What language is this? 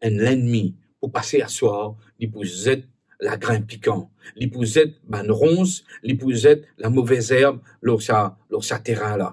Morisyen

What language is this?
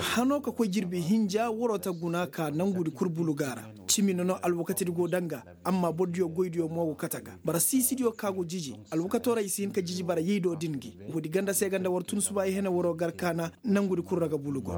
Koyraboro Senni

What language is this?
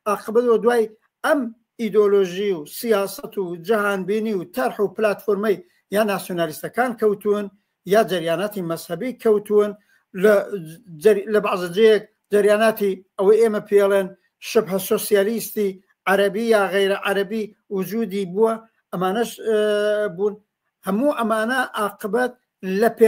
Central Kurdish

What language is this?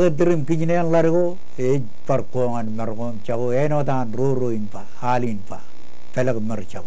Marshallese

